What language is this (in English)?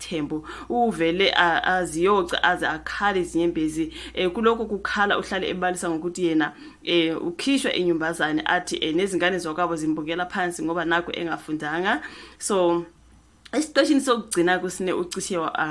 Zulu